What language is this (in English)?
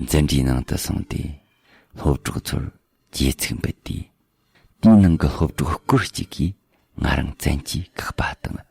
Tibetan